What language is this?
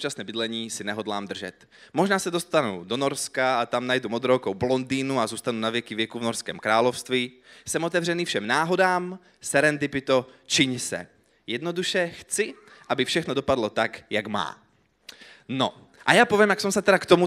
Slovak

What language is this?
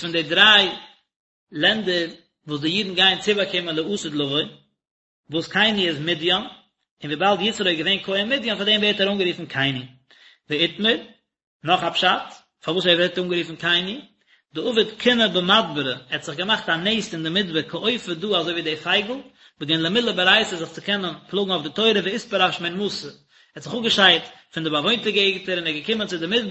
Yiddish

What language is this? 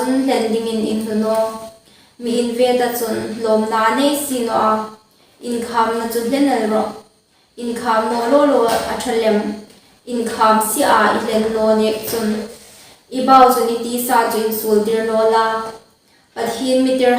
Hmar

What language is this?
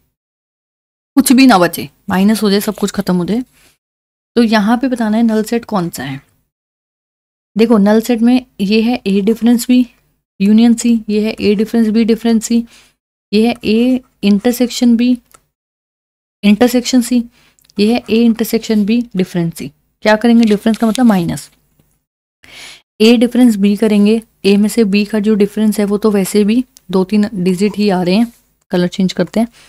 Hindi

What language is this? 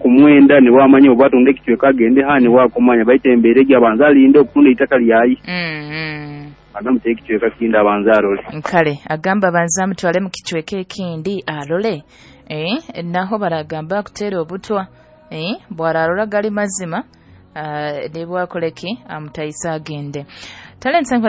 Nyoro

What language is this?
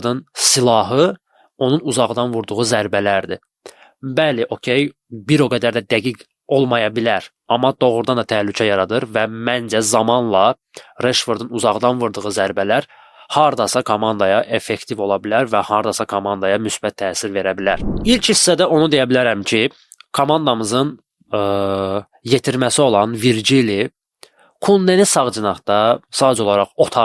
Azerbaijani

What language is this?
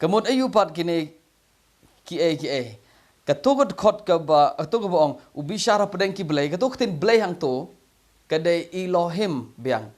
Khasi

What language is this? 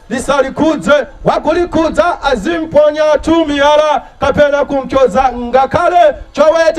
Nyanja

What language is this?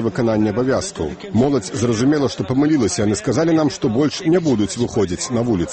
Belarusian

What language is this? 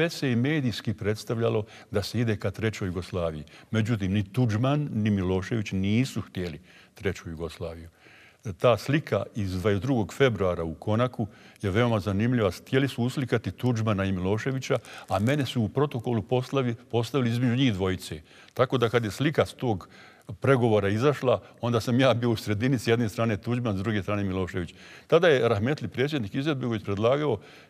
Bosnian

